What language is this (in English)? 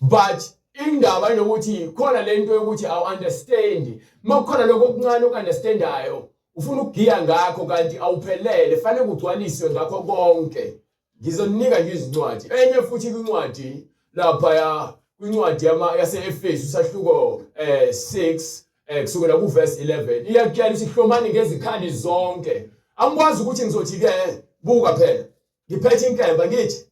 Zulu